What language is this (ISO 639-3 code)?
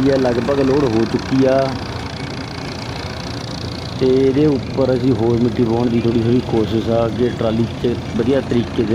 pan